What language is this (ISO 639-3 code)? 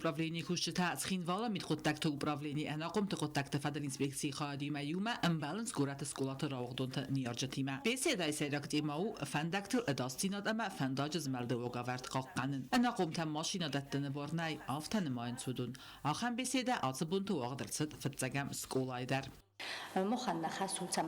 oss